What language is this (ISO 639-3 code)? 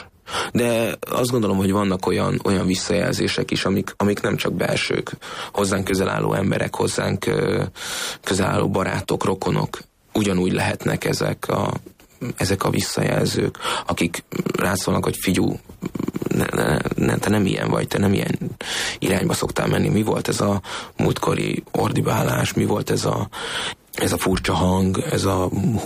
hun